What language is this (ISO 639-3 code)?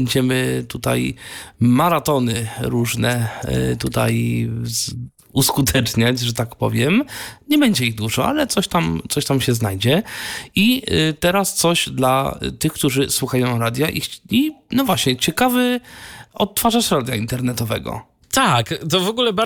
pol